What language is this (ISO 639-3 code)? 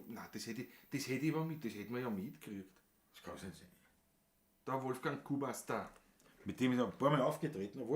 bar